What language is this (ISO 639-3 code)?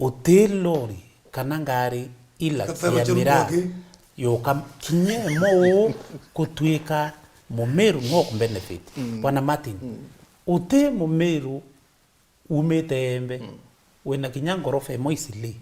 mer